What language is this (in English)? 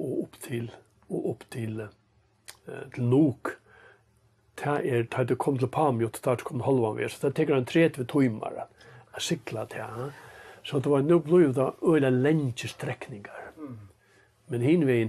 Faroese